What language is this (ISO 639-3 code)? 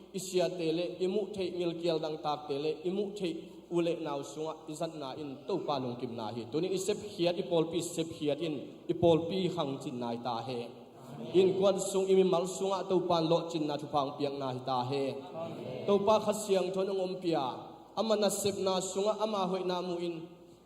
ctd